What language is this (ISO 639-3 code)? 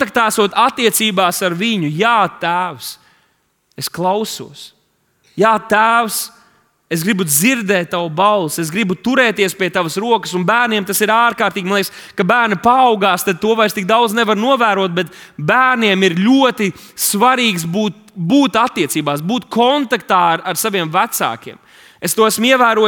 lav